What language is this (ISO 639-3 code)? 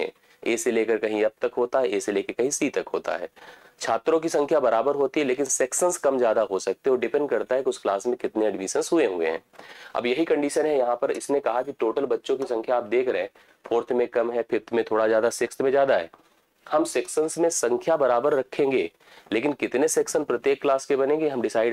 hin